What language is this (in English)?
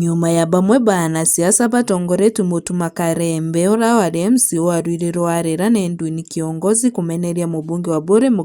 Meru